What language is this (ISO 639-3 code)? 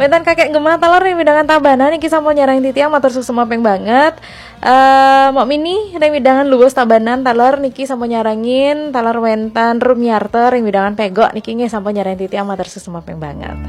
ban